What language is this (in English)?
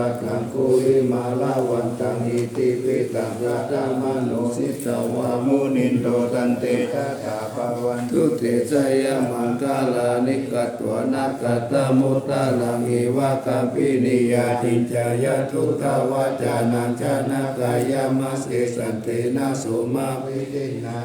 Pali